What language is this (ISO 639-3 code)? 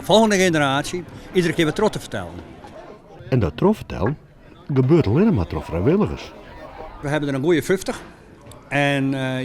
fry